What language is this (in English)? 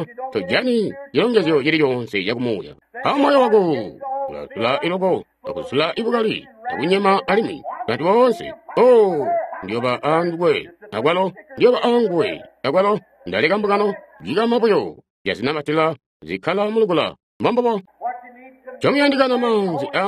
Tonga (Zambia)